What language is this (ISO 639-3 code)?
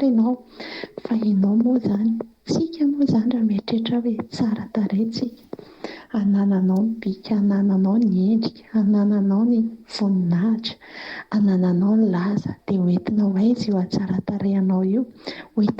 mlg